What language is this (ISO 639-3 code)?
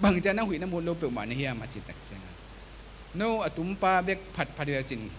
ctd